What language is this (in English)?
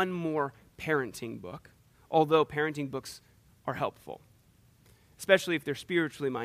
English